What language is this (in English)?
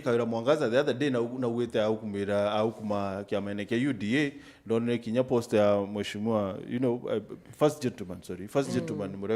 Meru